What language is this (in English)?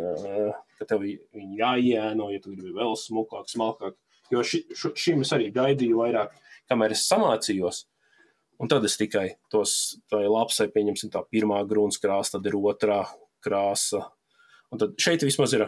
Latvian